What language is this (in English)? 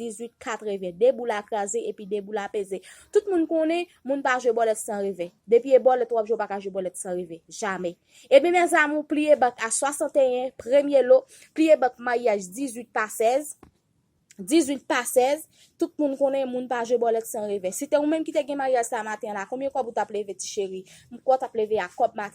Haitian Creole